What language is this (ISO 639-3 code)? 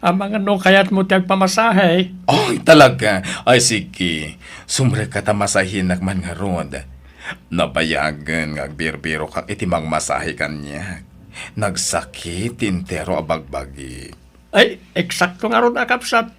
ilo